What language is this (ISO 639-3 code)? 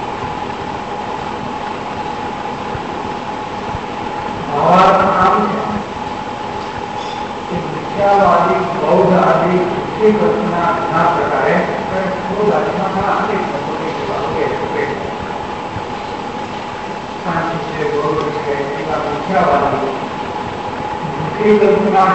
guj